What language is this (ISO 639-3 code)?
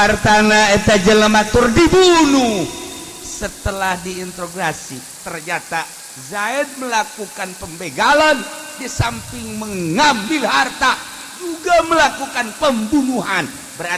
sun